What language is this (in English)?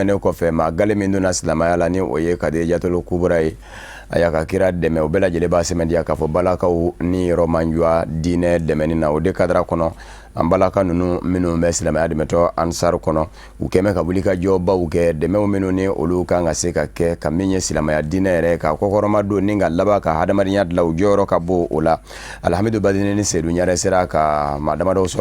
Bambara